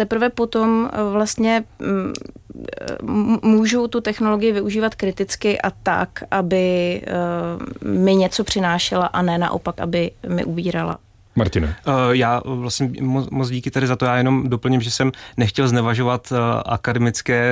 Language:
Czech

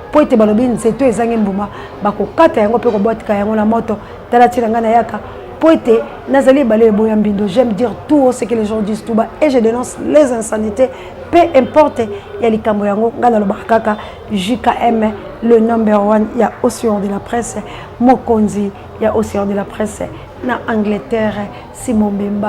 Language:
Lingala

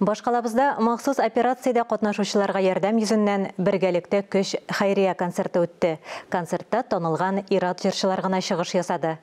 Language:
Tatar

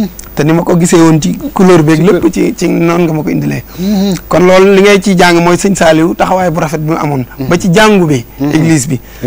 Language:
Wolof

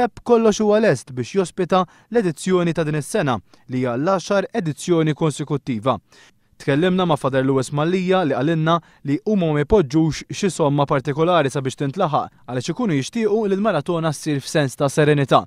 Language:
Maltese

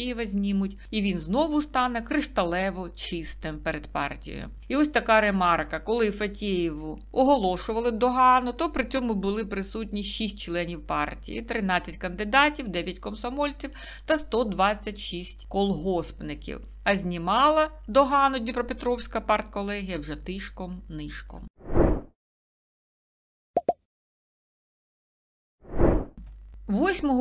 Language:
Ukrainian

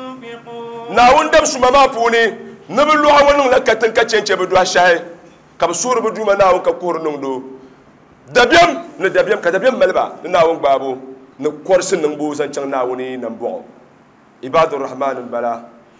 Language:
Dagbani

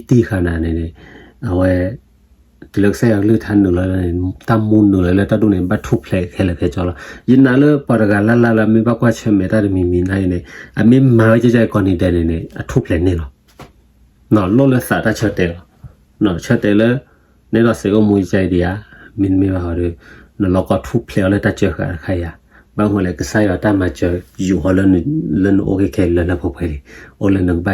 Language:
S'gaw Karen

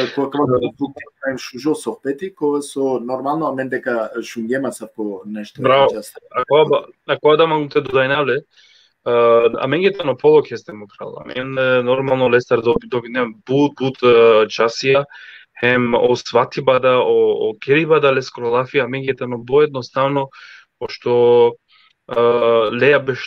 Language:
Balkan Romani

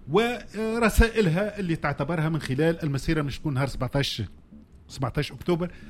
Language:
Tunisian Arabic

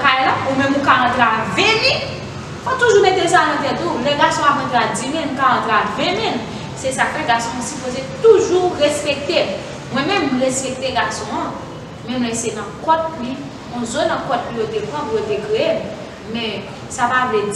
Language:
Haitian Creole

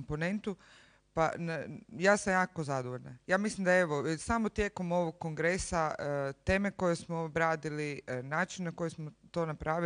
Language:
Croatian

